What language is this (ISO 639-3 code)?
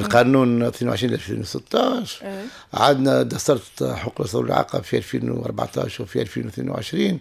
aeb